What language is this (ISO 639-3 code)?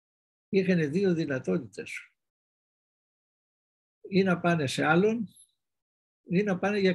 ell